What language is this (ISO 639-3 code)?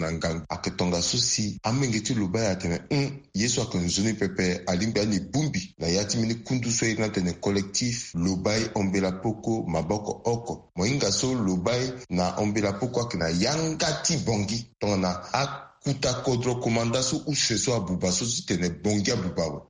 sag